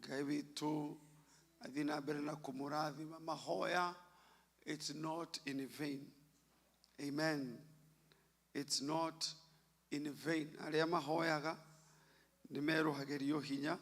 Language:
Kikuyu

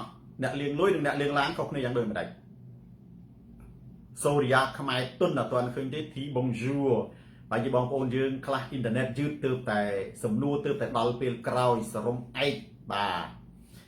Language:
Khmer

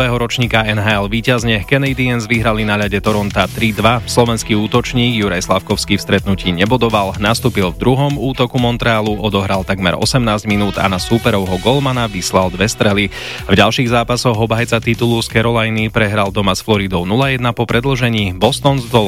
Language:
Slovak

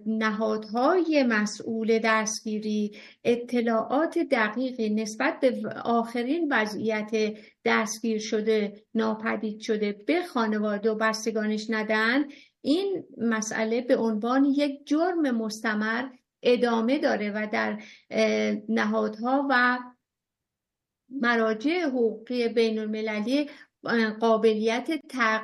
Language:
Persian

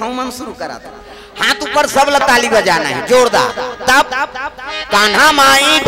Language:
Chhattisgarhi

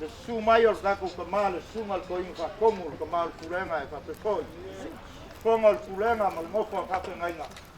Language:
Samoan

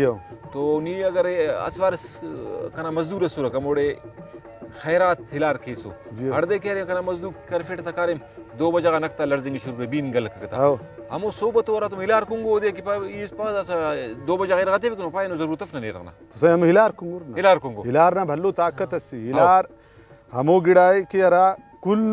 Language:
Brahui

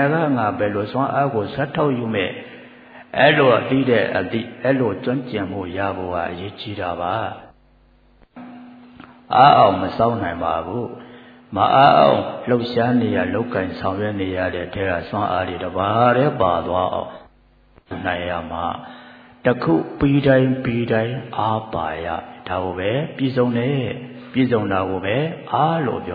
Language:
Burmese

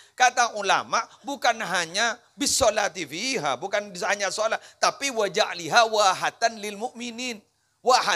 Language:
Madurese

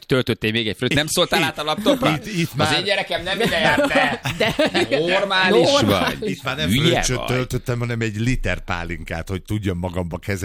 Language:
Hungarian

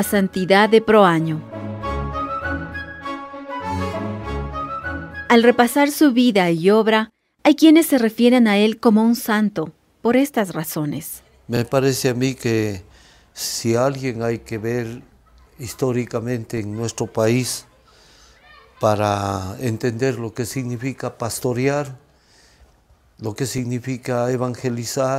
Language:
Spanish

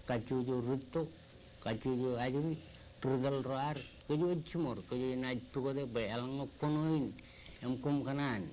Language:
Marshallese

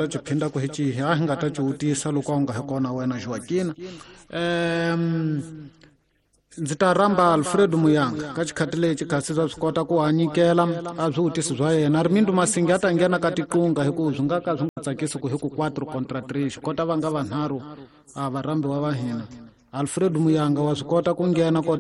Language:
Tsonga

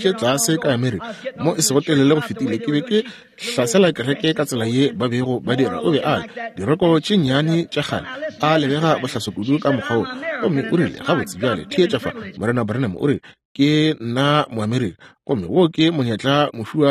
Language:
Northern Sotho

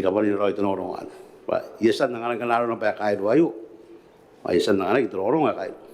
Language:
Gilbertese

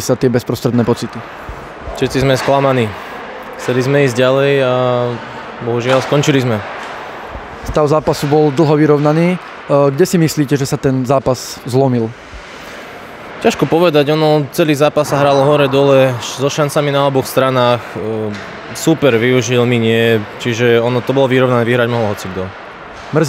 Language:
Slovak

